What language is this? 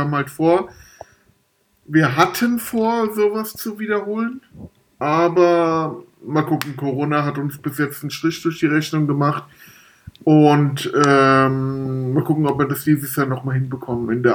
German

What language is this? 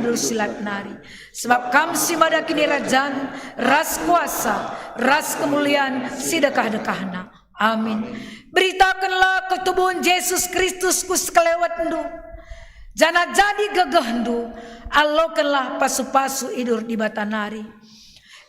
Batak Karo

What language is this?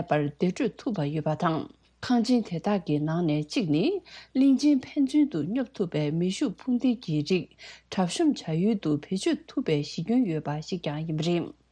Tibetan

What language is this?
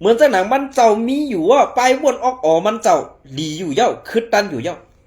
Shan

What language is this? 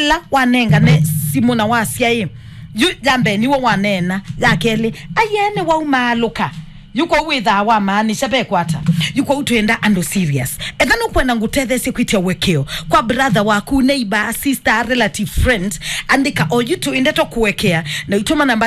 Kamba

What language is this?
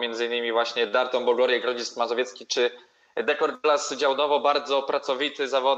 Polish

